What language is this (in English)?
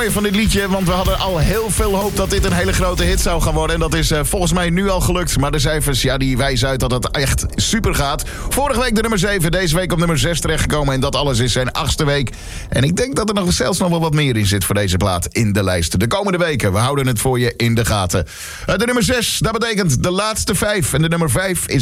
Dutch